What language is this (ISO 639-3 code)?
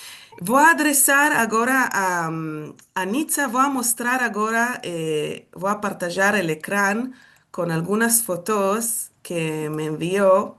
lad